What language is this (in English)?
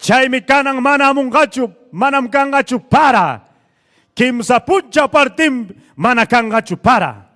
Ayacucho Quechua